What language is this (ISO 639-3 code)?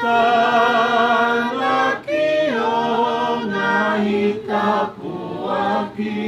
ton